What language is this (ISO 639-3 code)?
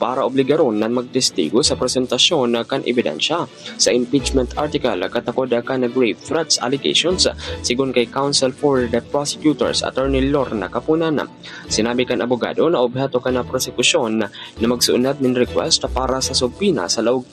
bik